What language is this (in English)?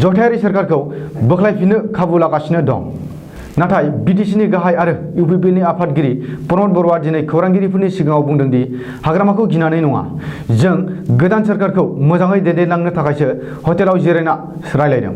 Bodo